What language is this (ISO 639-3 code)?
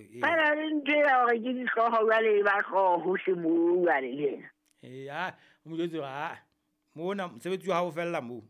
sot